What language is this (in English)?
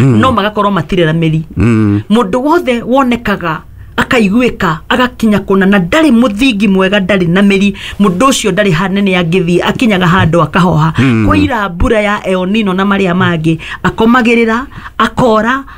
Kikuyu